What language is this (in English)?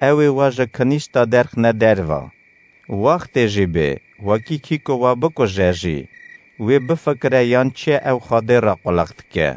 Kurdish